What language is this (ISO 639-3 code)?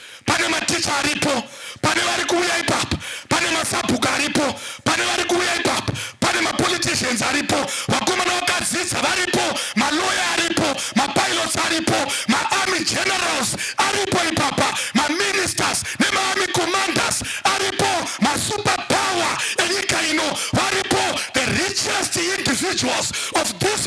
sna